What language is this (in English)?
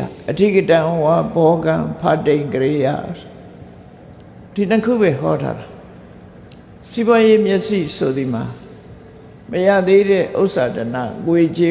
Burmese